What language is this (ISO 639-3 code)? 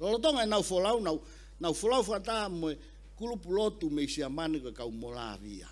ton